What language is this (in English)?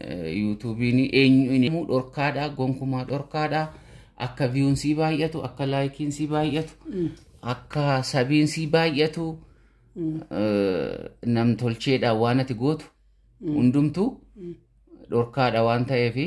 Oromo